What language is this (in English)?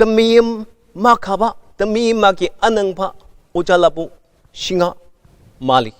Ao Naga